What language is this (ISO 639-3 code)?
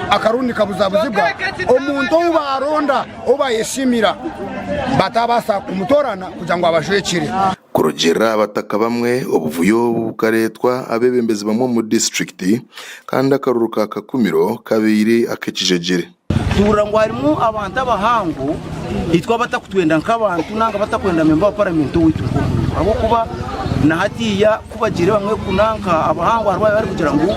nyn